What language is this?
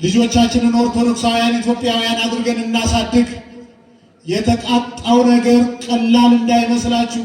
Amharic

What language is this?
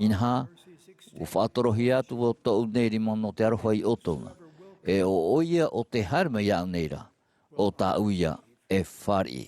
Tahitian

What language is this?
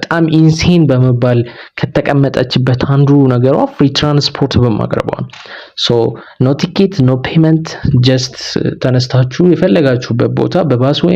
Amharic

